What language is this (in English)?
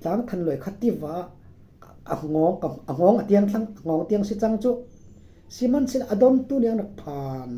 Falam Chin